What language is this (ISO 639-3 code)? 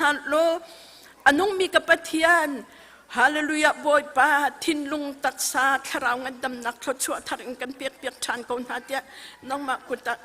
cnh